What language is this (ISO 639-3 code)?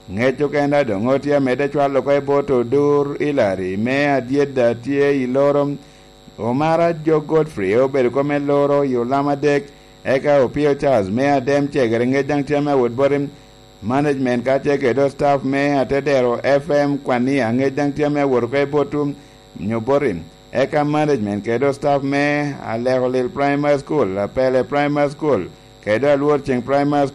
laj